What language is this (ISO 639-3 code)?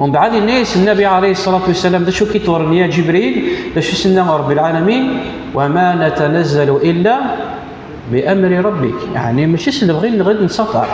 kab